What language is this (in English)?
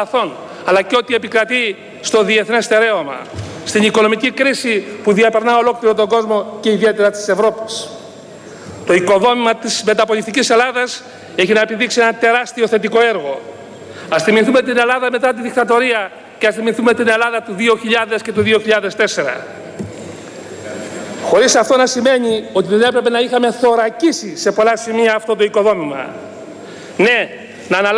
Greek